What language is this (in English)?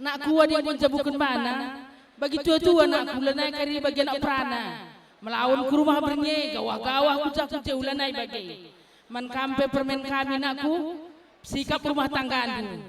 Batak Karo